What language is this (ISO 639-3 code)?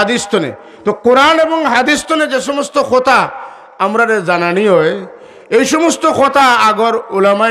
syl